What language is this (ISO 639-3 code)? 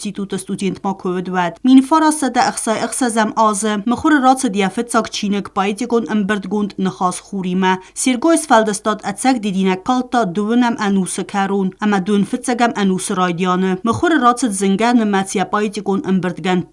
oss